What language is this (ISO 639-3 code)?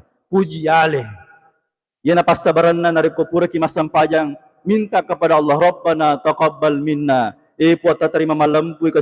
bug